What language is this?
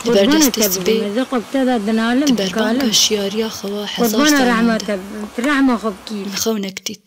Kurdish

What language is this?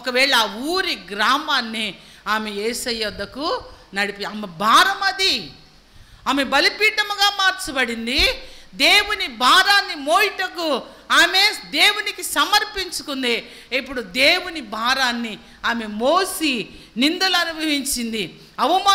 Telugu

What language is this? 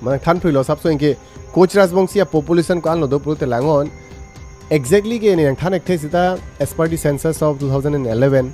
Karbi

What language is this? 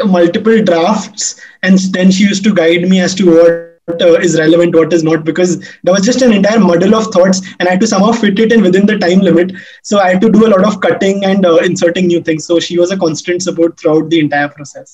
English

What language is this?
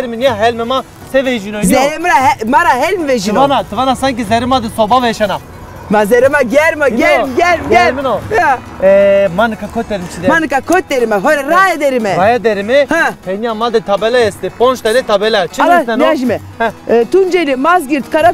Zaza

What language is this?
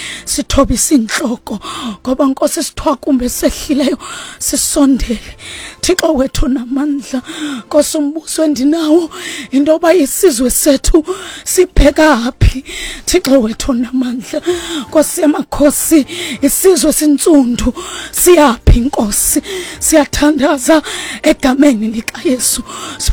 Xhosa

